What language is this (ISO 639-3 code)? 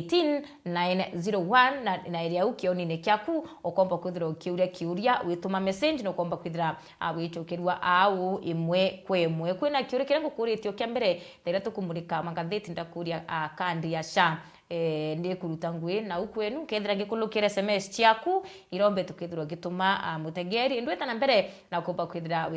mer